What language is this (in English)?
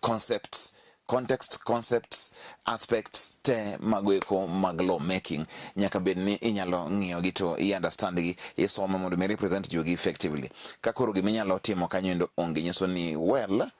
Luo (Kenya and Tanzania)